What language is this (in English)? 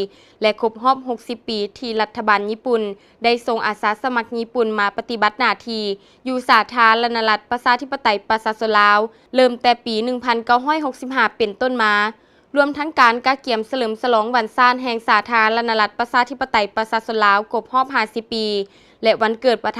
Lao